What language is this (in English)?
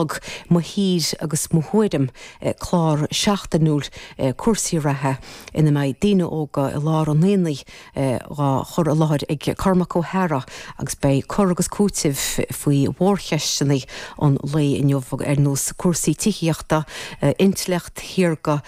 Irish